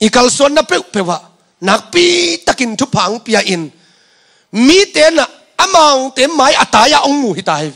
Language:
Tedim Chin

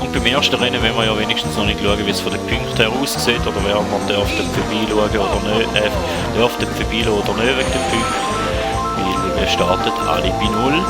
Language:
Swiss German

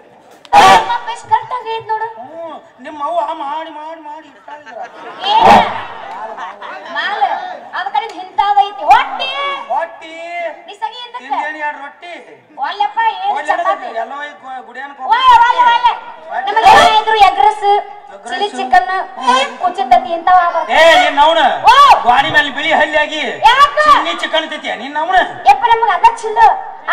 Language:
Kannada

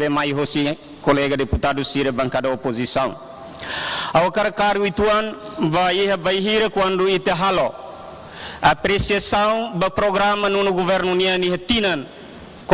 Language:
Tetum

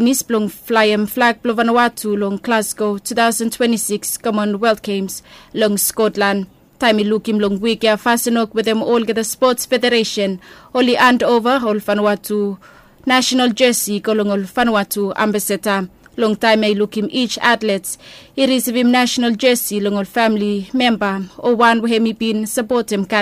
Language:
Bislama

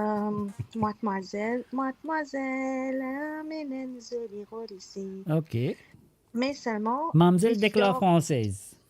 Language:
Morisyen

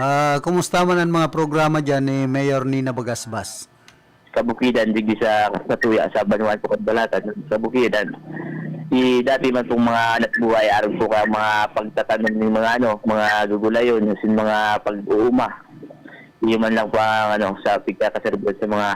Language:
Bikol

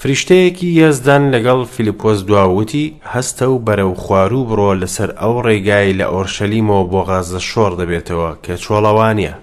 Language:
Central Kurdish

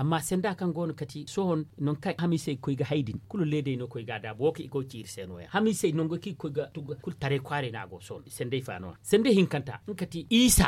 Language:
Zarma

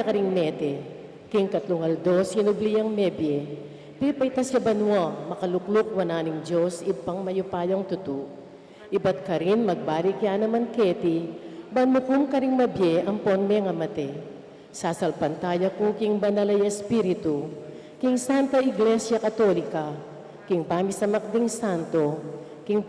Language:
Pampanga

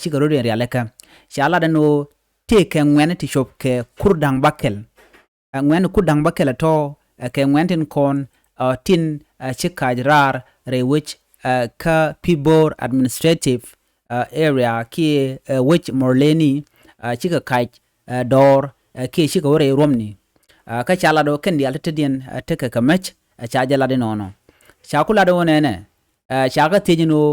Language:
Nuer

